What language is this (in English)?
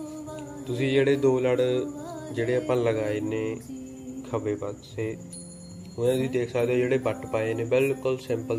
Punjabi